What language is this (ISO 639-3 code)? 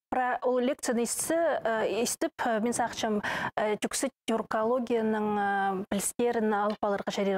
kjh